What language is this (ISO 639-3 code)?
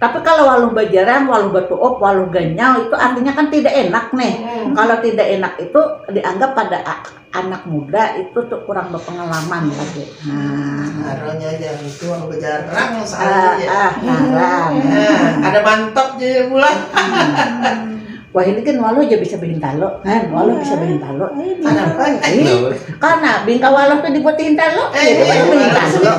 bjn